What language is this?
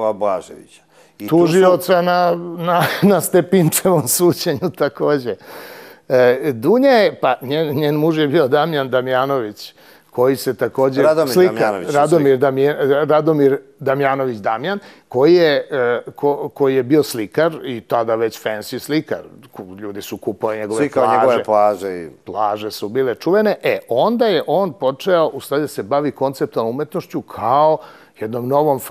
Serbian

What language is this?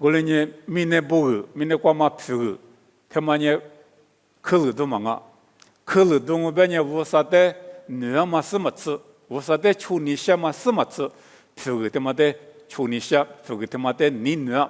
Lisu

